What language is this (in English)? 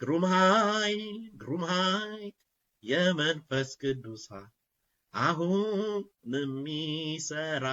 Amharic